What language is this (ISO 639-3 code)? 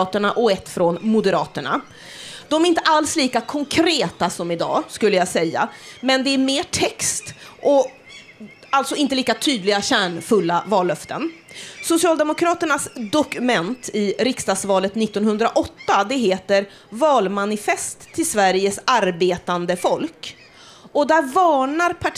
swe